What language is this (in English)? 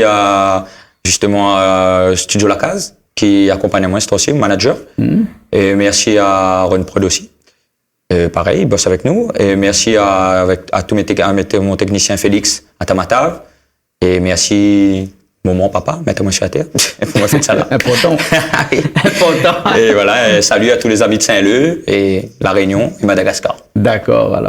Réunion Creole French